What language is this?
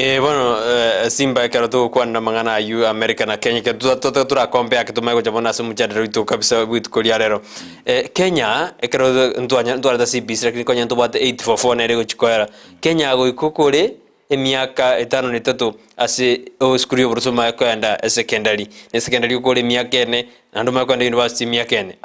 Gusii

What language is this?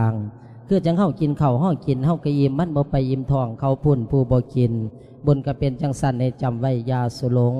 Lao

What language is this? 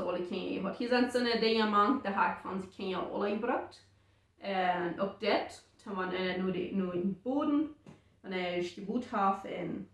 Plautdietsch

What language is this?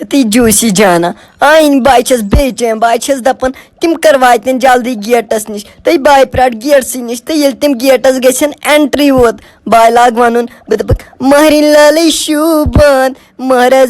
Kashmiri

